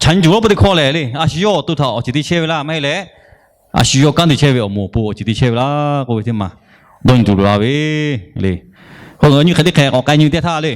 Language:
Lahu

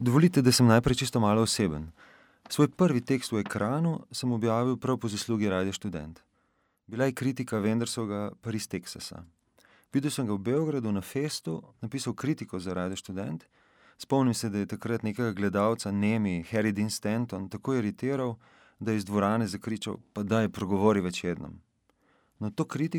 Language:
Slovenian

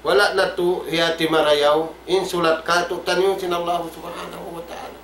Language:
Tausug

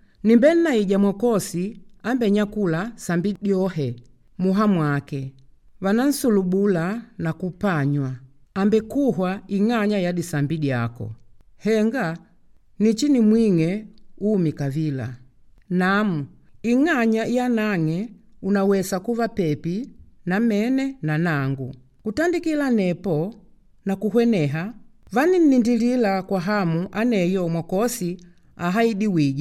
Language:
Makonde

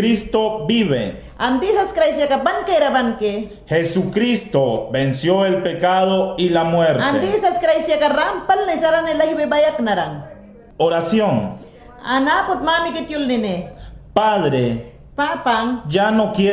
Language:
Mayangna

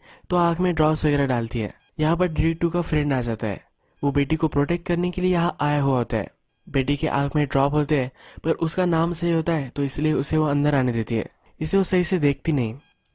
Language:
Hindi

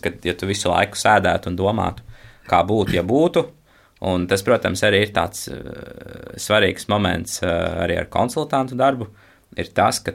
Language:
Latvian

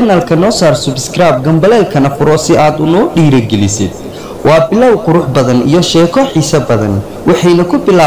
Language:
Somali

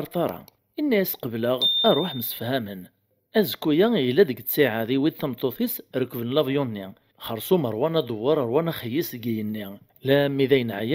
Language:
Kabyle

